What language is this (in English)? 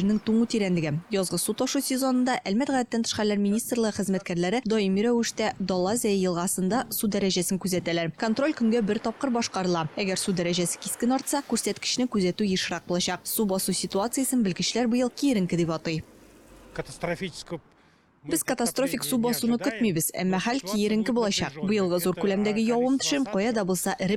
Tatar